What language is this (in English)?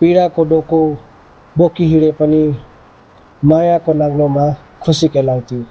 Nepali